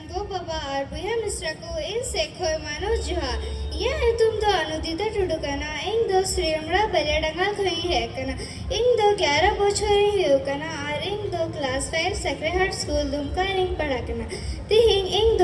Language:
Santali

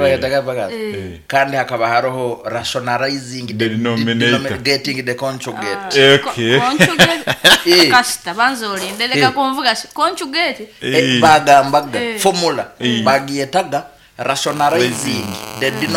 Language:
Nyoro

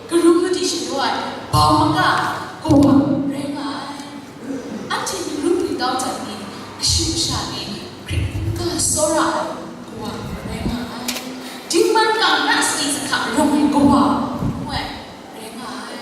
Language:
Kachin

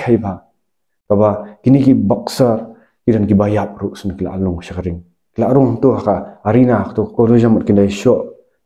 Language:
Khasi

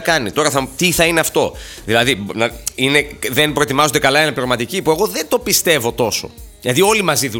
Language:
Greek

